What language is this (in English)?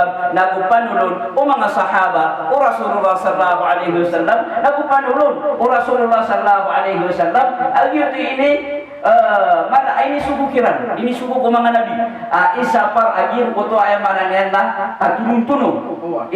Maranao